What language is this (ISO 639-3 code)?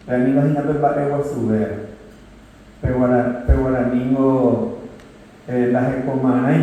grn